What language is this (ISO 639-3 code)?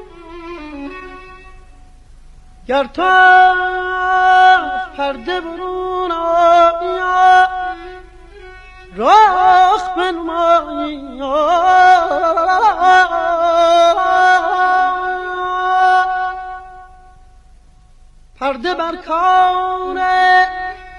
fas